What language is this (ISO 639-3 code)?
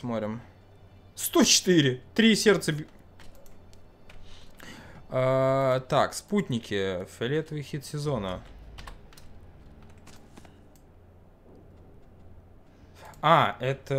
rus